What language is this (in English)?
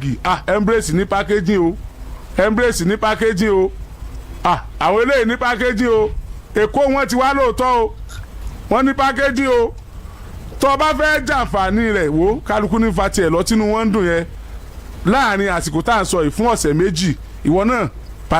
Yoruba